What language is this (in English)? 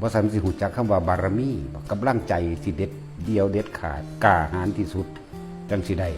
Northeastern Thai